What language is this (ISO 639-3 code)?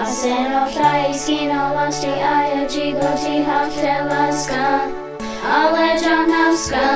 chr